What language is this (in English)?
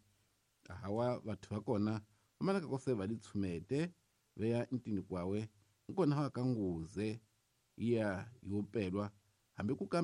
Tsonga